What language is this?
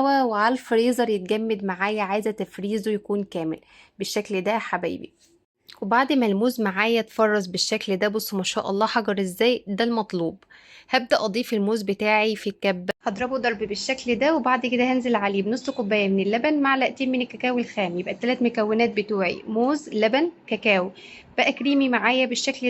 Egyptian Arabic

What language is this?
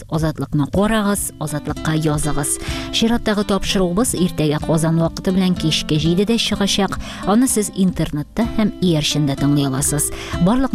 Tatar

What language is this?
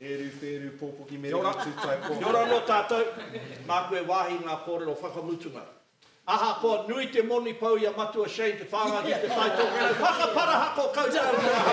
Māori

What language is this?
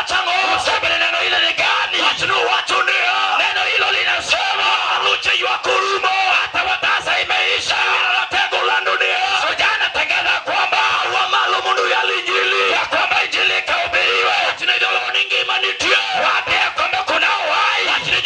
Luo (Kenya and Tanzania)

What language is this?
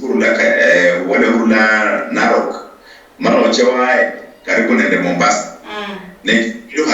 Luyia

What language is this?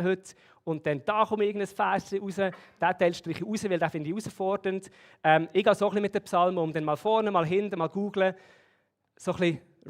Swiss German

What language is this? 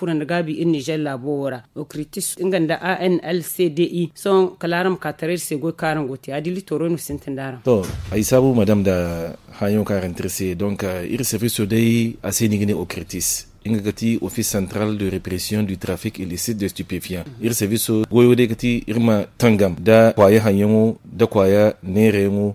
Zarma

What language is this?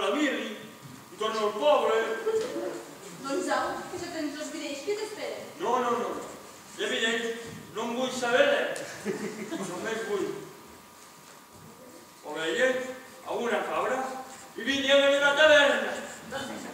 Catalan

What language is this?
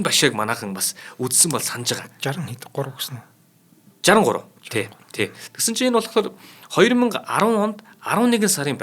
Mongolian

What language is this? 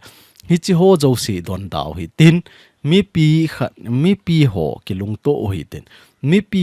Thado Chin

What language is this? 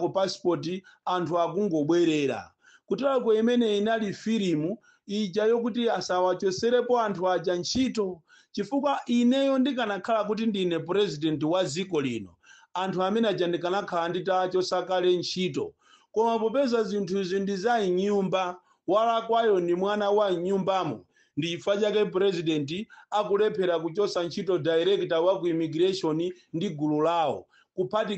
Nyanja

